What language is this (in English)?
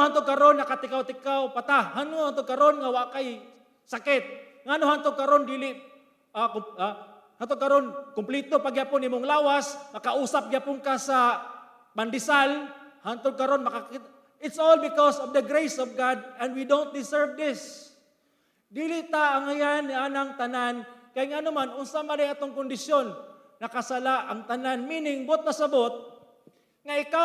Cebuano